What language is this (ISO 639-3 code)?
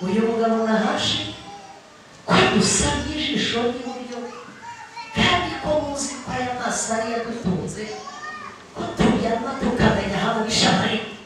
kin